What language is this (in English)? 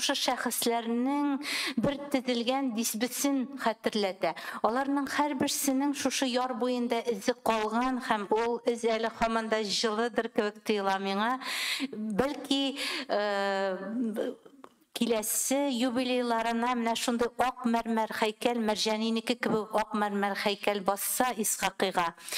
Tatar